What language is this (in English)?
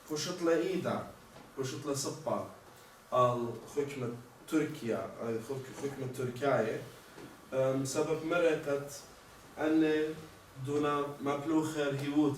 Assyrian Neo-Aramaic